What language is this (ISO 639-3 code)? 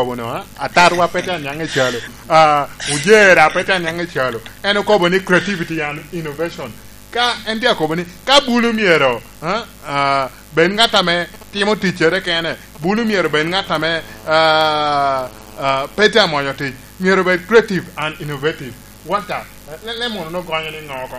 laj